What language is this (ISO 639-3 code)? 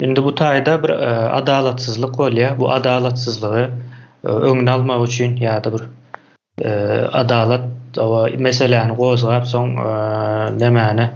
tuk